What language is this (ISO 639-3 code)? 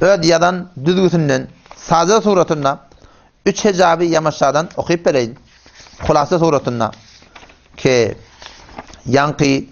tuk